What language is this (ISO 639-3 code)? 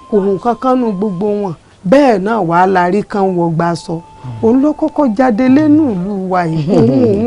yor